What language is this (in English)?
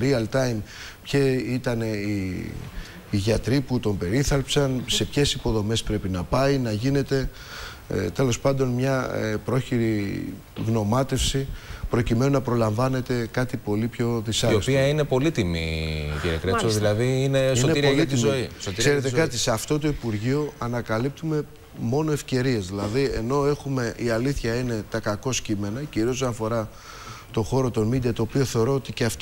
Greek